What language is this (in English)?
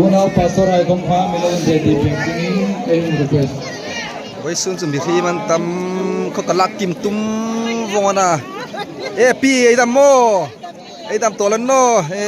Hmar